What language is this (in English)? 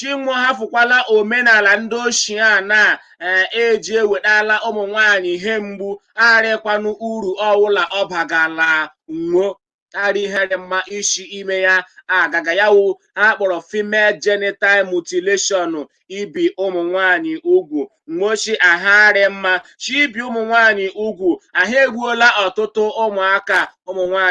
Igbo